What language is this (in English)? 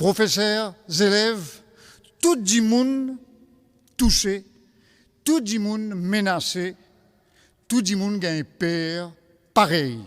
Morisyen